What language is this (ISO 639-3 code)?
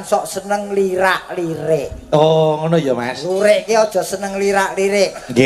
jav